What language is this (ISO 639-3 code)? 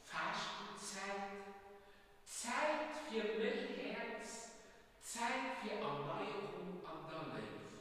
ltz